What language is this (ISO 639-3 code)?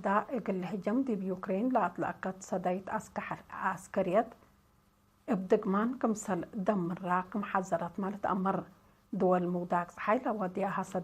tig